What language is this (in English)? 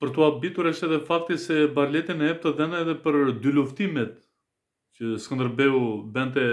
Albanian